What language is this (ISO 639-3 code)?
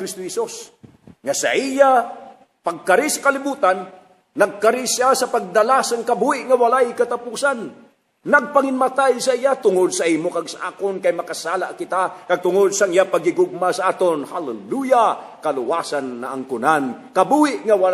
hil